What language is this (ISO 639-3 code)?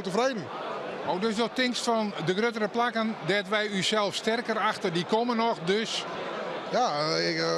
fry